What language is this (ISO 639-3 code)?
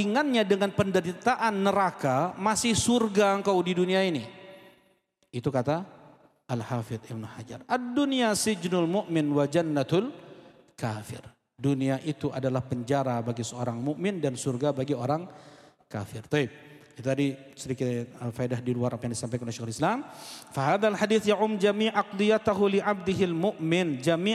ind